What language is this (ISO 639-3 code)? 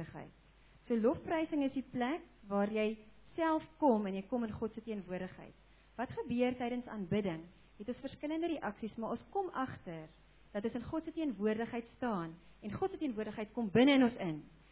afr